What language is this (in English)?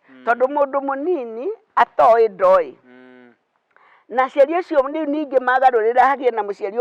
Kikuyu